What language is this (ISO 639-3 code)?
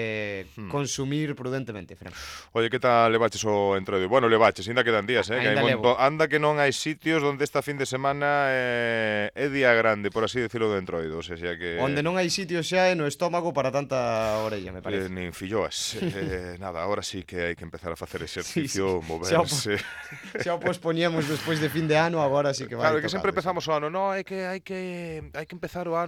glg